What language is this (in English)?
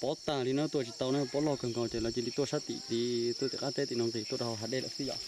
Hmong